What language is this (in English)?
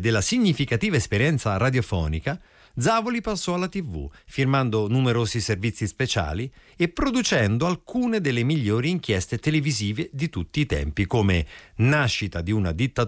Italian